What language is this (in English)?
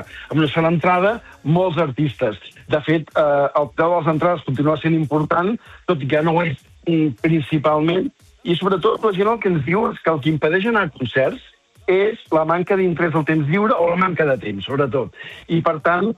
Catalan